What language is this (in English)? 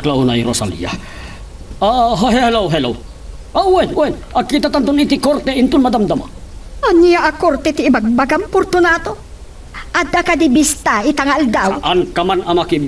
Iloko